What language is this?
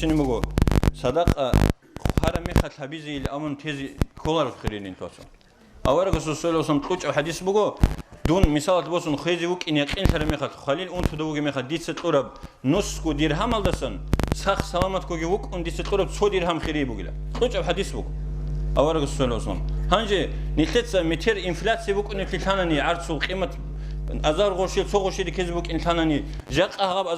Avaric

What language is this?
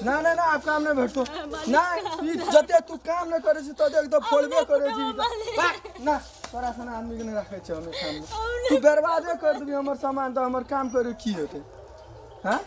Maithili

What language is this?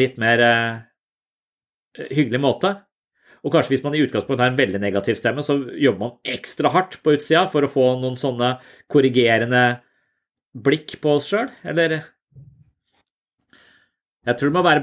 Norwegian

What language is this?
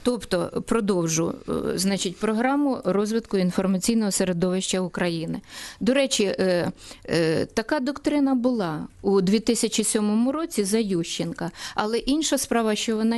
Ukrainian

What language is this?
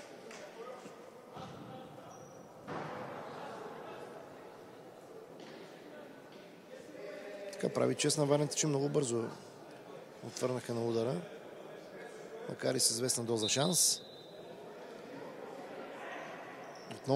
Bulgarian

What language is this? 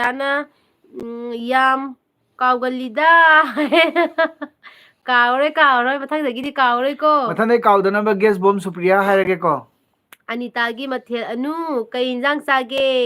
Manipuri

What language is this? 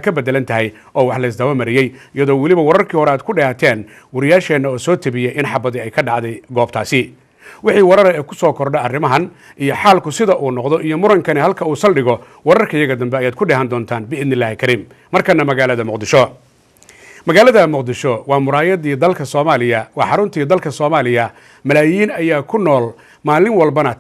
Somali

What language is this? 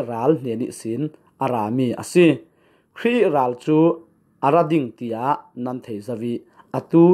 Falam Chin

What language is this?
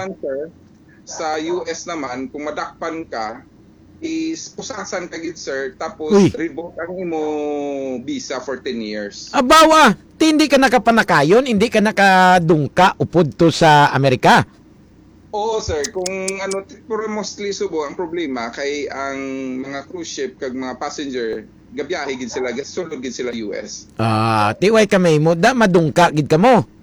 Hiligaynon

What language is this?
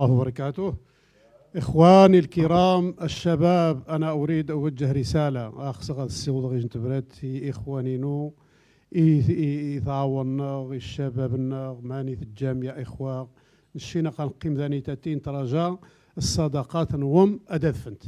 Moroccan Arabic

